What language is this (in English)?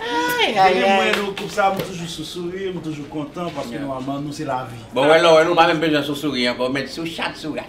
Haitian Creole